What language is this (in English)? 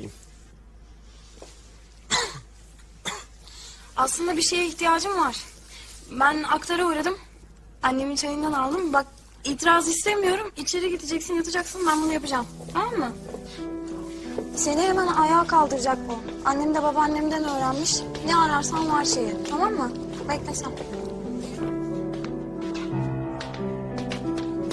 Turkish